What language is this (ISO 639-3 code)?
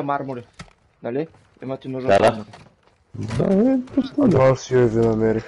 bul